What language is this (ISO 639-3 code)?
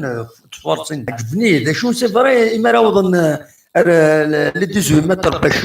kab